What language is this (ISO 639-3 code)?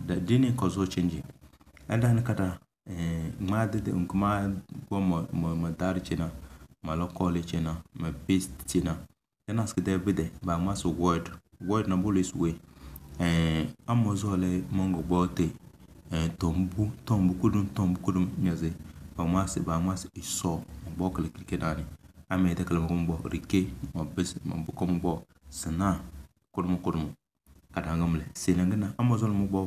kdh